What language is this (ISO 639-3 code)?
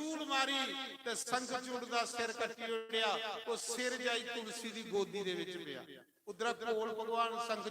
doi